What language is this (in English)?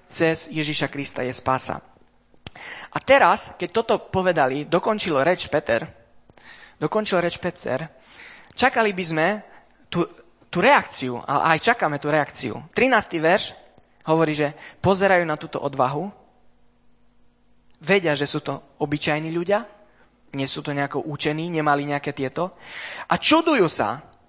Slovak